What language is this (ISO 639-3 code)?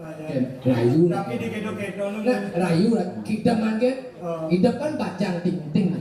ban